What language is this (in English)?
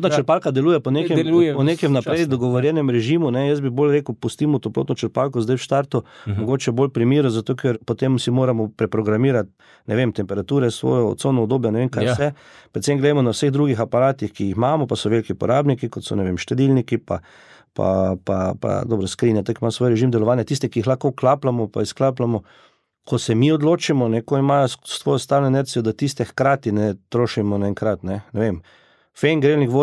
Slovenian